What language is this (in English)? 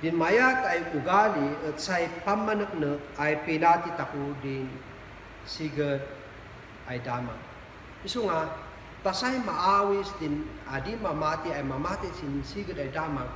Kankanaey